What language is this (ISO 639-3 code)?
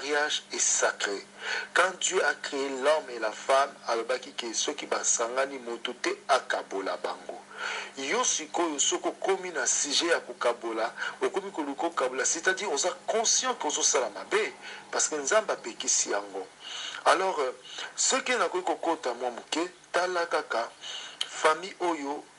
lin